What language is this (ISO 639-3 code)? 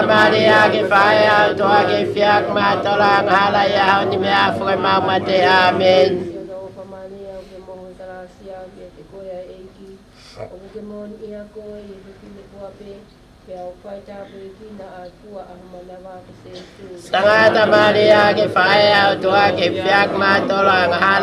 ton